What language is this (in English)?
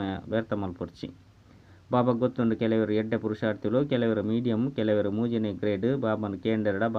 Tulu